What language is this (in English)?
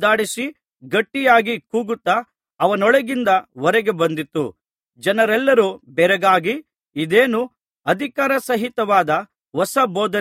Kannada